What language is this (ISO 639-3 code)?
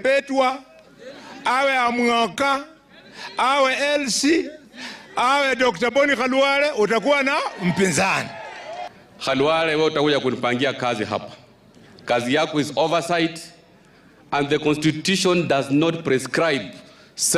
guz